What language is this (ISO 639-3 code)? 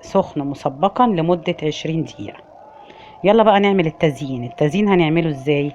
arz